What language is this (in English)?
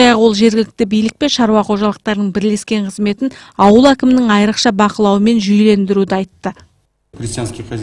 Kazakh